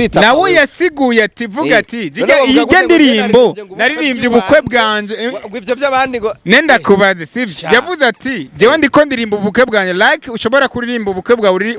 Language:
Rundi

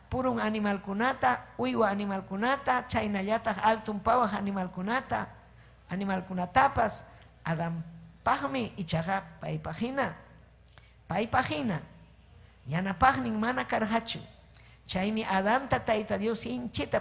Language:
Ayacucho Quechua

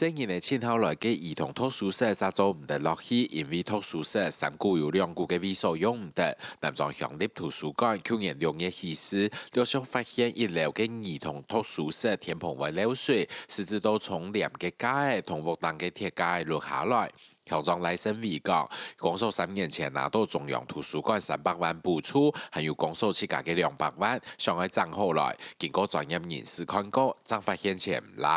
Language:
Hakka Chinese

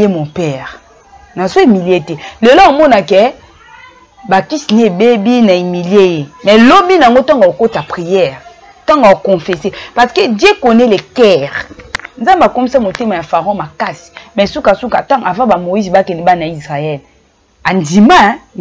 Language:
Lingala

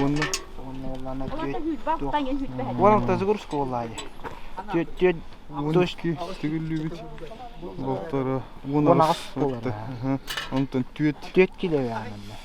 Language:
Yakut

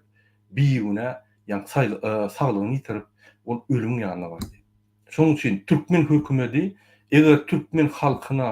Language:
Turkmen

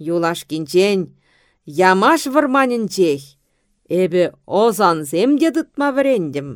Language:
Chuvash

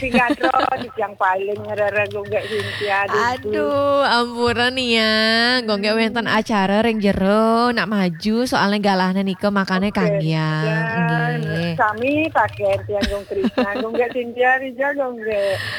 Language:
Balinese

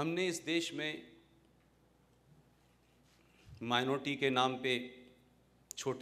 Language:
Hindi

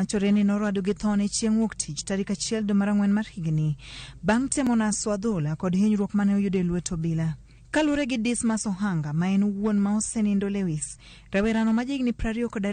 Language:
Luo (Kenya and Tanzania)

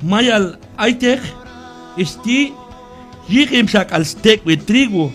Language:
Q'anjob'al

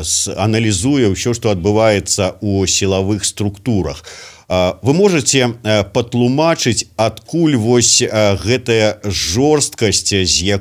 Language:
Belarusian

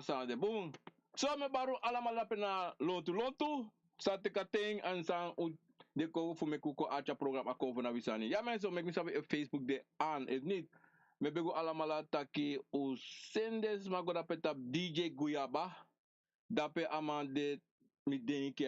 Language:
Sranan Tongo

